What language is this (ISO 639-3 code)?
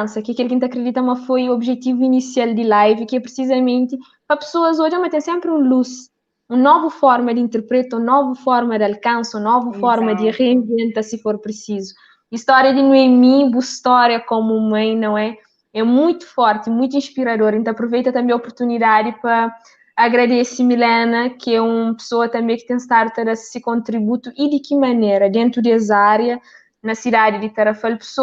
kea